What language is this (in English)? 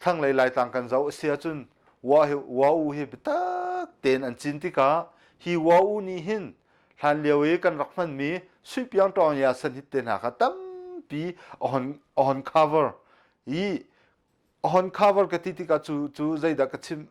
Hakha Chin